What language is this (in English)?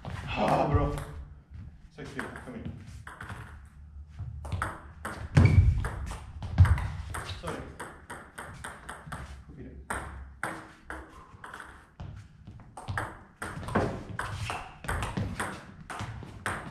Swedish